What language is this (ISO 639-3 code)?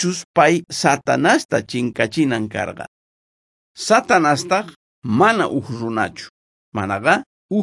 quh